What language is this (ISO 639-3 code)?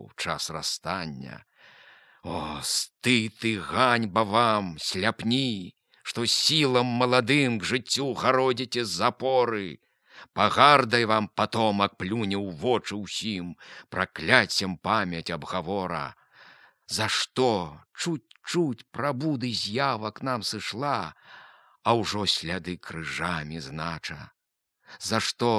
bel